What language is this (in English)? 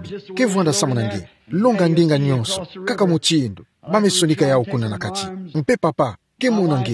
Kituba (Democratic Republic of Congo)